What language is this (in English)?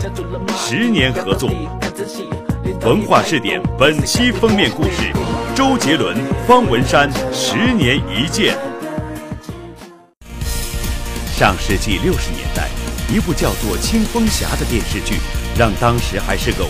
Chinese